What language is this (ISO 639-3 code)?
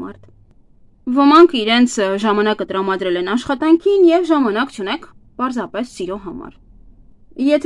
hye